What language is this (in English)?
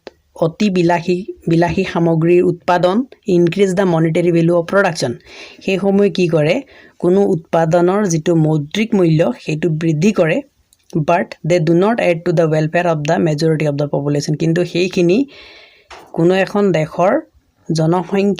Assamese